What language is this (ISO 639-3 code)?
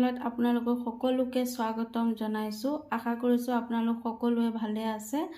asm